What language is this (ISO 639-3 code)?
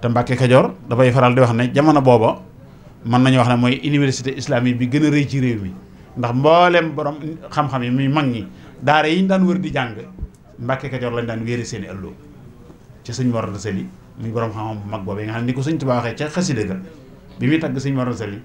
wol